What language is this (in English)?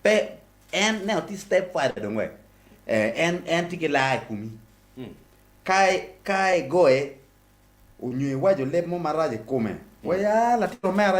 Acoli